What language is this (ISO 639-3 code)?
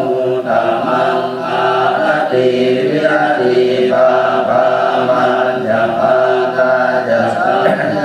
pli